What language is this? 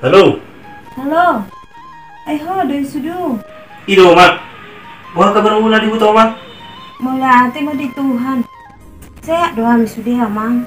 Batak Toba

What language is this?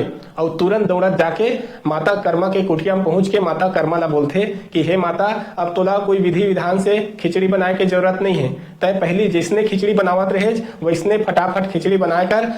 Chhattisgarhi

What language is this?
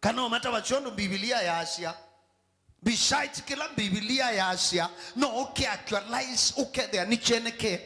Kamba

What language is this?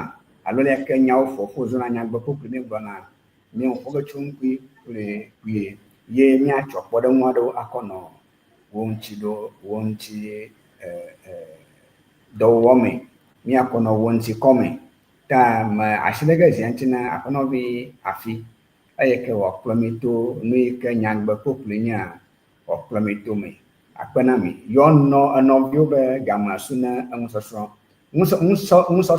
Ewe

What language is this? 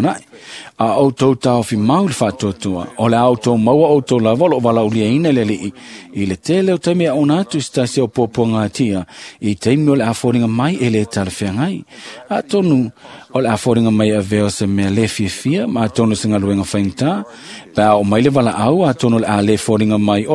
Samoan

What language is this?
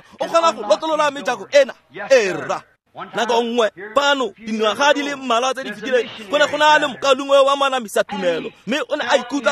Tswana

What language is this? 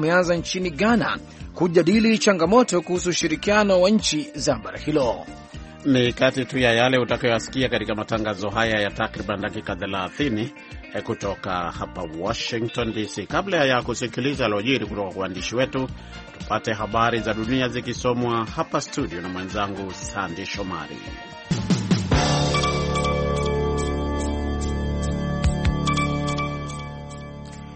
Swahili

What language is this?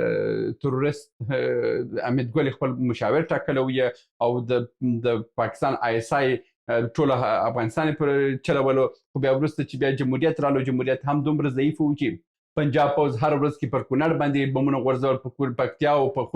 Pashto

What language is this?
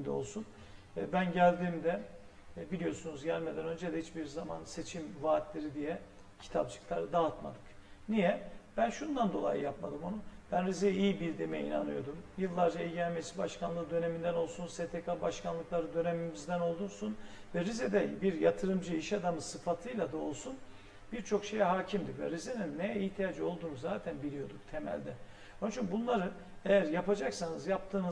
Turkish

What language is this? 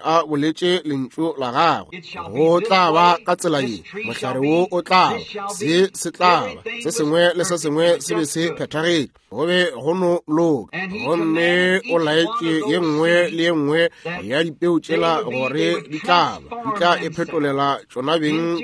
Northern Sotho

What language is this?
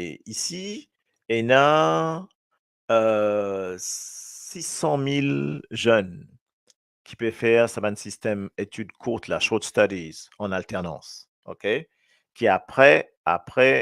Morisyen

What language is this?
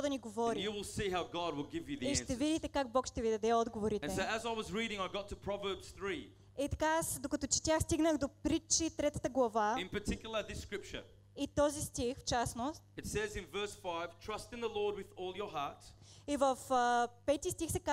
Bulgarian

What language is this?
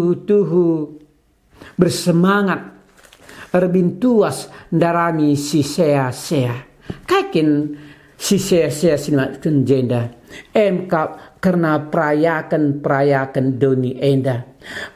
Batak Karo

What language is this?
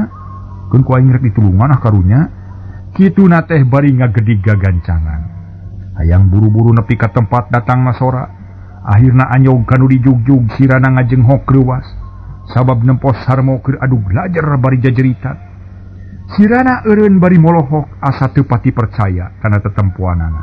Sundanese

